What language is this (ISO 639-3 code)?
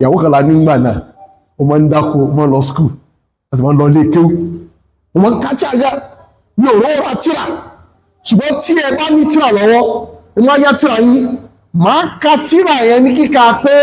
yor